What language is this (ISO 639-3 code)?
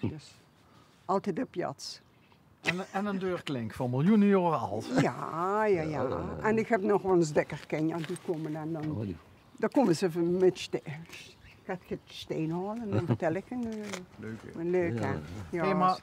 lim